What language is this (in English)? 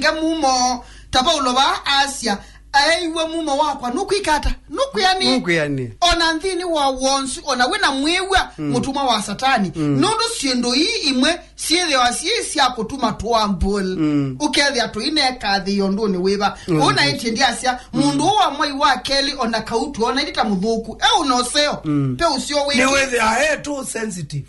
Kamba